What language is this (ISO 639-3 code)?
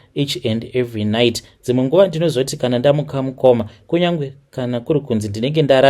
sna